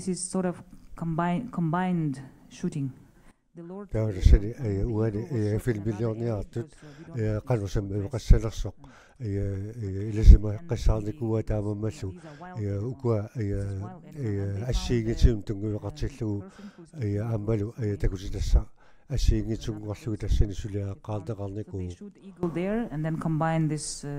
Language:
Kalaallisut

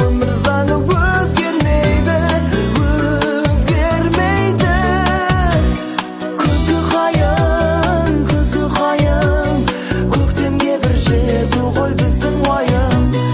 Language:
Kazakh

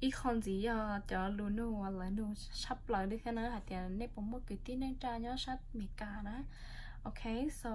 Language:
Hmong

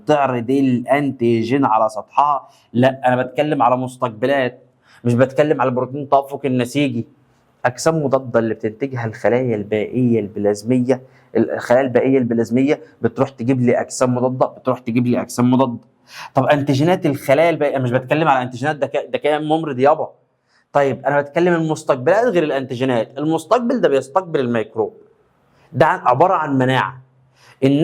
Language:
Egyptian Arabic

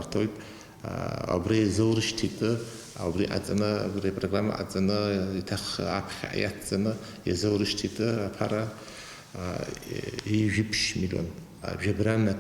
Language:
Abkhazian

